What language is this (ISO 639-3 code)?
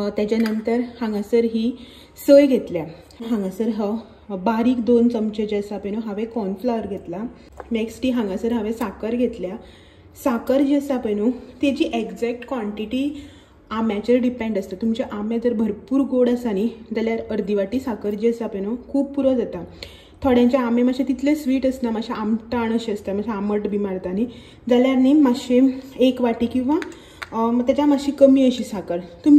kok